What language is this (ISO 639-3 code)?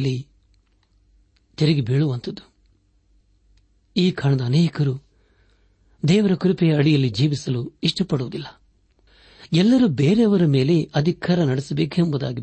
kan